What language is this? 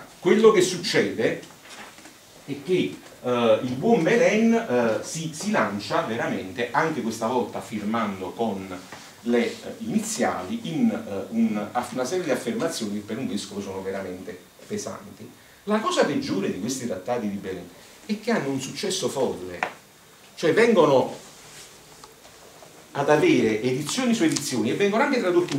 Italian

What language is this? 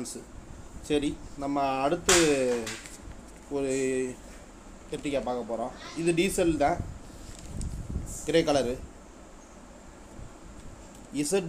Tamil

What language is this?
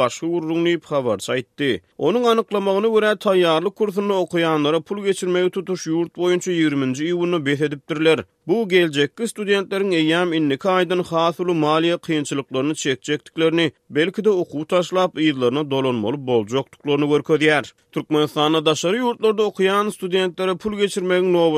Turkmen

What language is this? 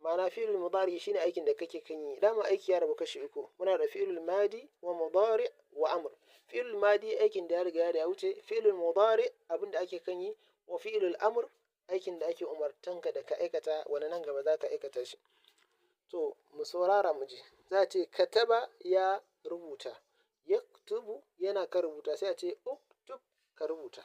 Hausa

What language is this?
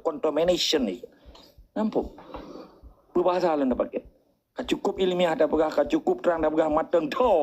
Achinese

